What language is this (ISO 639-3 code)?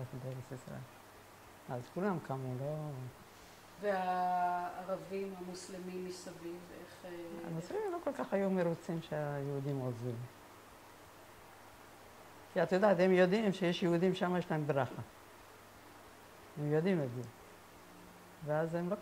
heb